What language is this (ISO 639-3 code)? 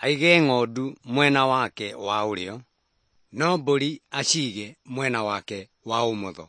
kik